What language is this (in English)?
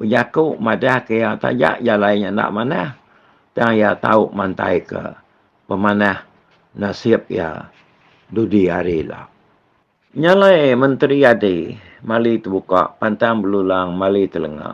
Iban